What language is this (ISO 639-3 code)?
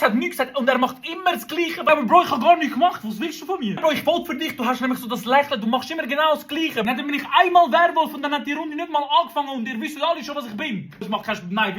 gsw